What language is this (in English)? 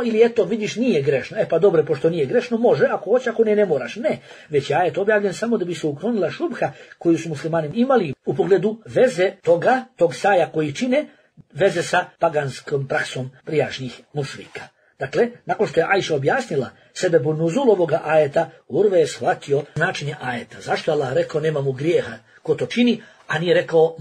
Bosnian